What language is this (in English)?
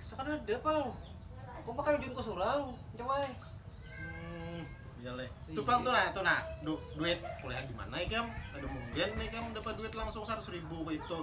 Banjar